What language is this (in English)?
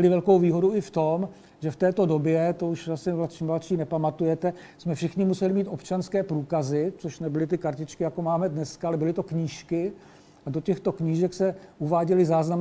Czech